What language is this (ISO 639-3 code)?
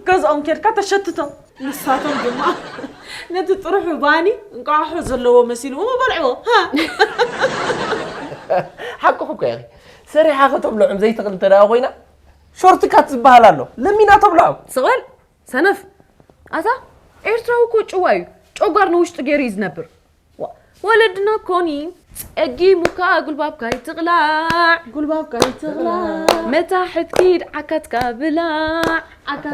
tir